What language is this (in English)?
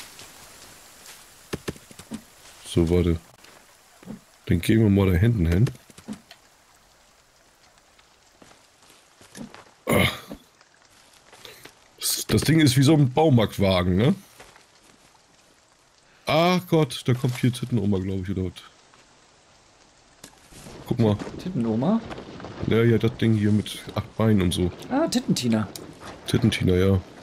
German